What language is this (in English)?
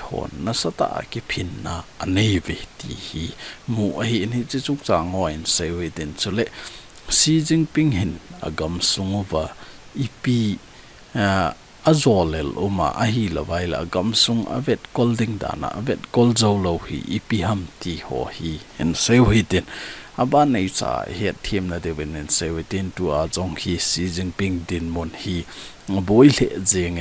Thado Chin